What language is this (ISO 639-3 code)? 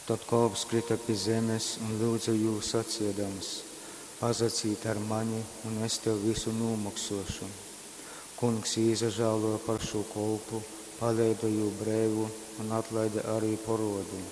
ltg